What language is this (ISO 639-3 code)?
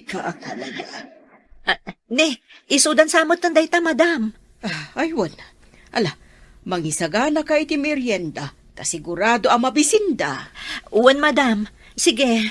ilo